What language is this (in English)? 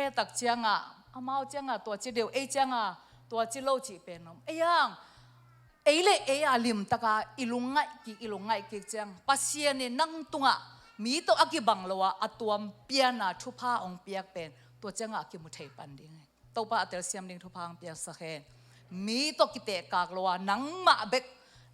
Tedim Chin